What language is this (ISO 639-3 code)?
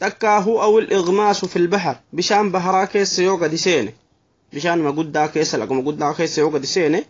orm